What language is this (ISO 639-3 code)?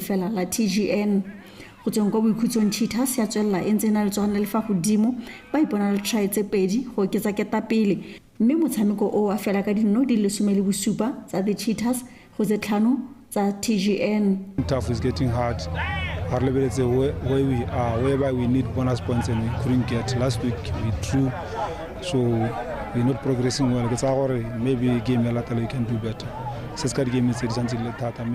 tsn